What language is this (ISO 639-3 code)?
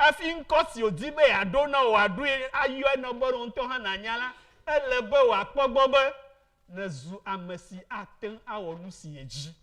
ewe